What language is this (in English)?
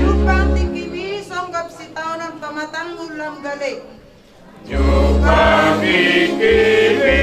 Batak Toba